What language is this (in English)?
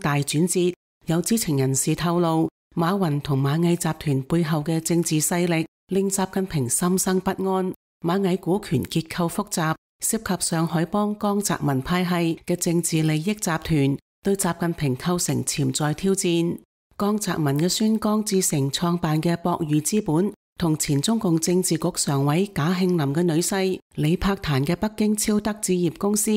Cantonese